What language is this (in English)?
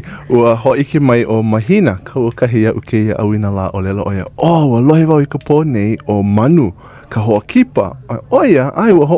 Hawaiian